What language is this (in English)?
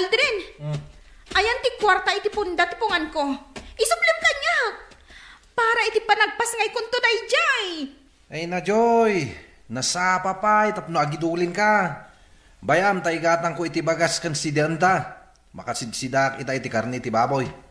Iloko